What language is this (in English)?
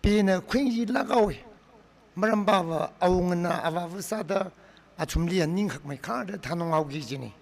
Tangkhul Naga (India)